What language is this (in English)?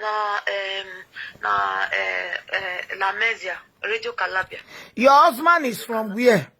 Nigerian Pidgin